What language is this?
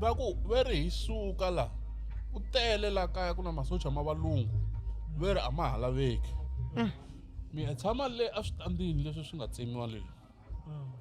Tsonga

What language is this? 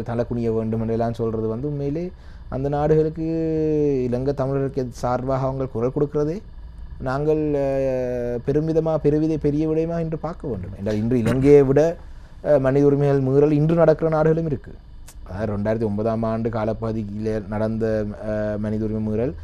Tamil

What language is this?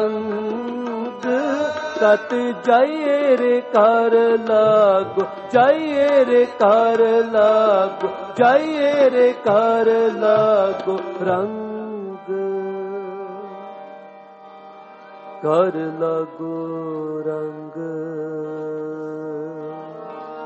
Punjabi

